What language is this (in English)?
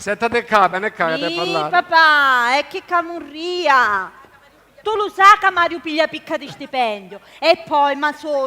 Sicilian